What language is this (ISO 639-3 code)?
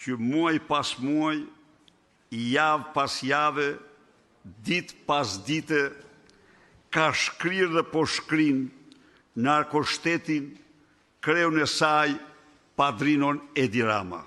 sqi